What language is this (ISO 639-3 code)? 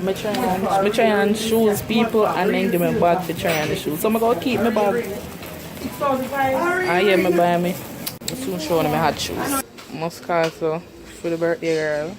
jam